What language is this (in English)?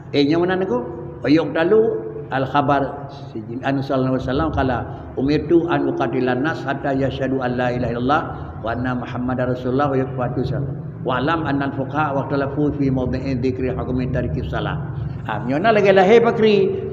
Achinese